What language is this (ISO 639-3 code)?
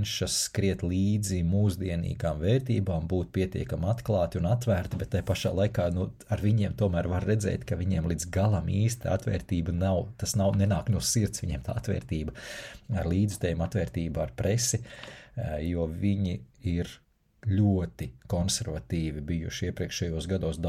lav